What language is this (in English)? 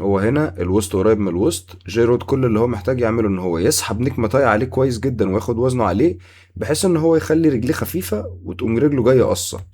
Egyptian Arabic